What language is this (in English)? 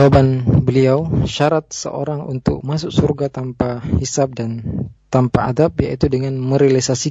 Indonesian